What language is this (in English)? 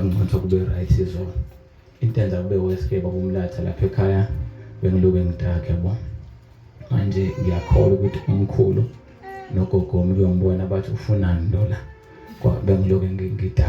Zulu